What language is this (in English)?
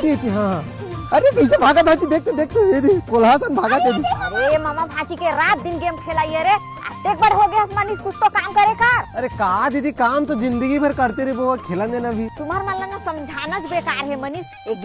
Chhattisgarhi